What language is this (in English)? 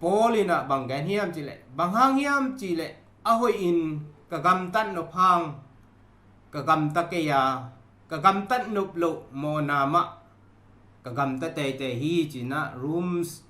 Tedim Chin